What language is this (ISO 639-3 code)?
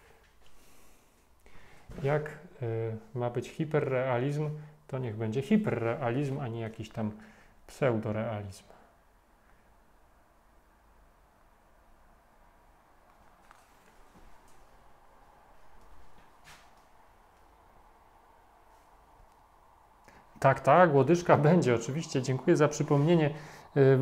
pol